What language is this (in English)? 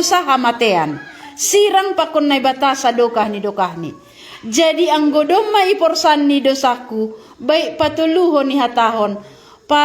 Batak Simalungun